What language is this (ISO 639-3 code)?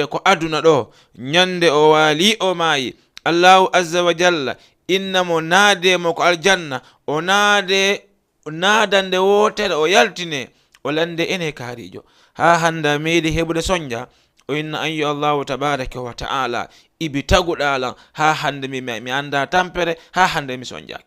ful